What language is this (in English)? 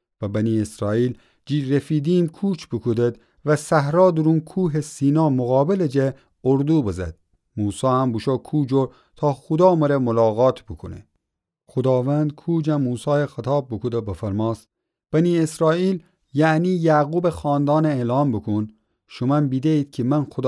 Gilaki